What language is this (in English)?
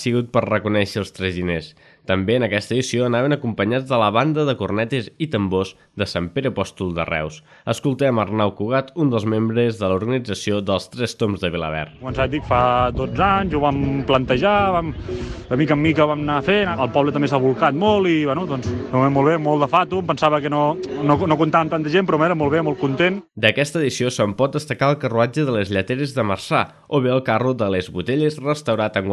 Catalan